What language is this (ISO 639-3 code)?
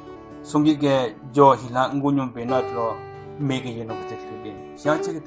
nre